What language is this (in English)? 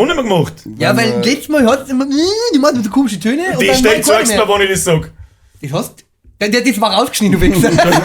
Bavarian